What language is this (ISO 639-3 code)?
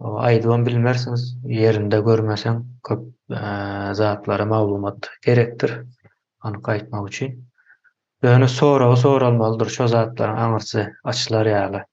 tuk